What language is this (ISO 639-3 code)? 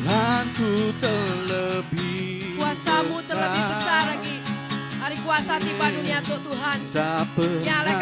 iba